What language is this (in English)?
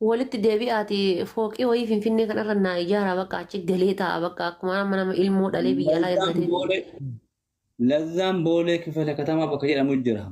Oromo